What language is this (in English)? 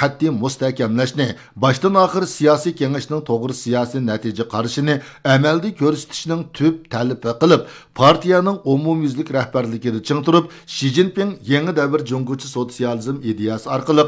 Uyghur